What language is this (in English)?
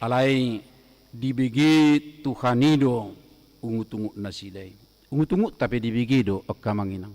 Batak Toba